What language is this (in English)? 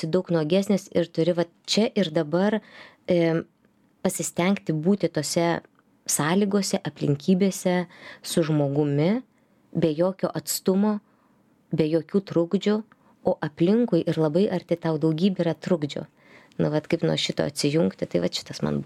Lithuanian